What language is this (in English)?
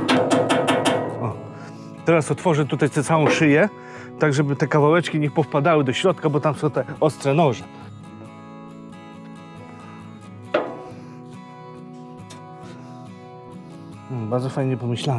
Polish